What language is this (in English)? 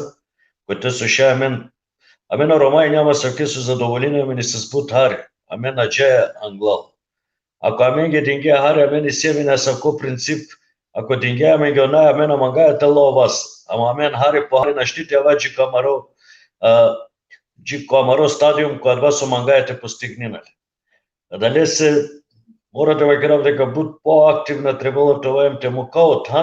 Balkan Romani